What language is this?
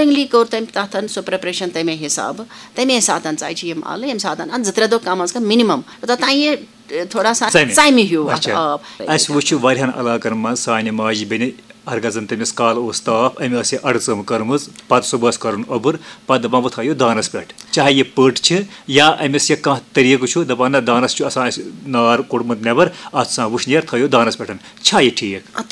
Kashmiri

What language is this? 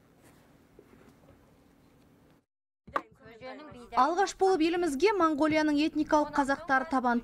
Kazakh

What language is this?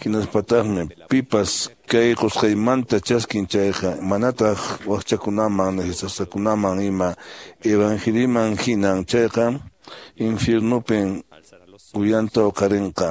Quechua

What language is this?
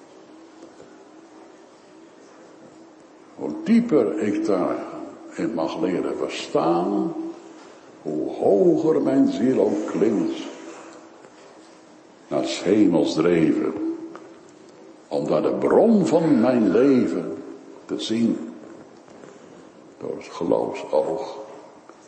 Dutch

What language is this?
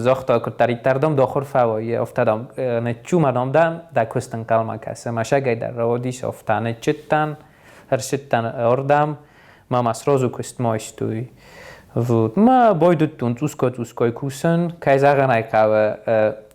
Ossetic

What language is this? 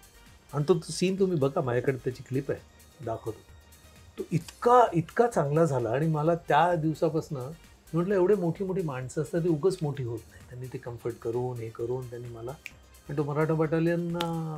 Marathi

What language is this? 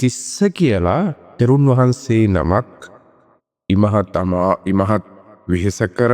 Sinhala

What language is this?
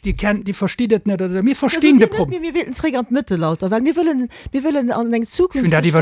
Luxembourgish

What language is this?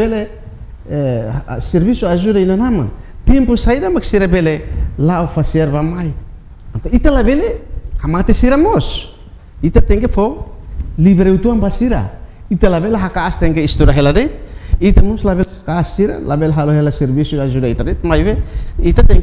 Tetum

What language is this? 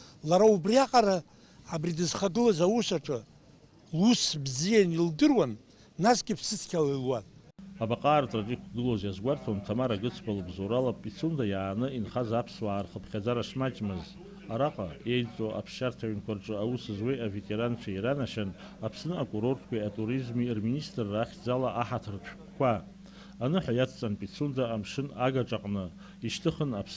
Abkhazian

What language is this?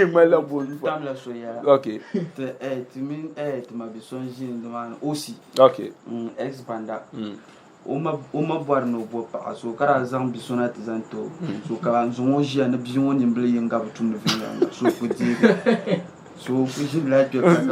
Dagbani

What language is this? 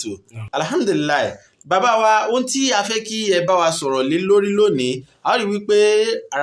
Yoruba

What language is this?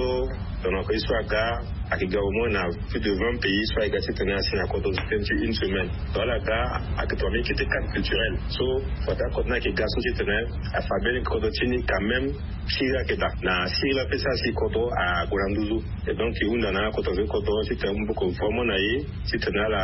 Sango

